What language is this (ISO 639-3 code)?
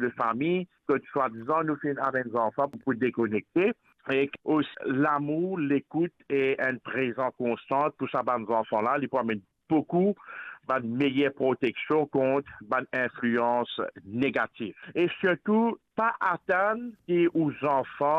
mfe